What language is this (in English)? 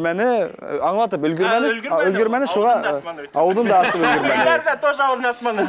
Bashkir